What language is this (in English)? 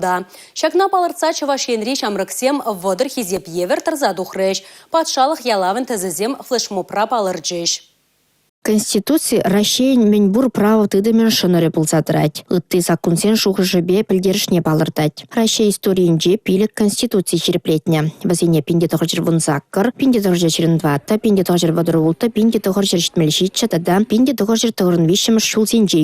Chuvash